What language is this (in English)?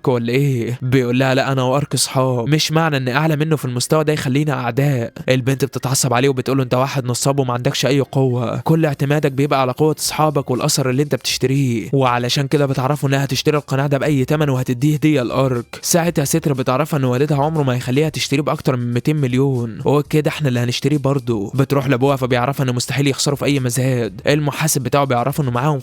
Egyptian Arabic